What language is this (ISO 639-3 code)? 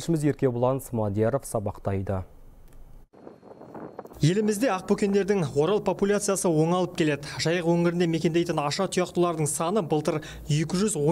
kaz